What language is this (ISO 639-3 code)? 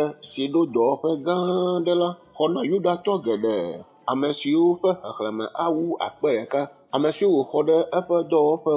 ewe